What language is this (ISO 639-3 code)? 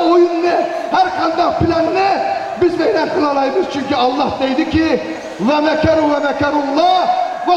uig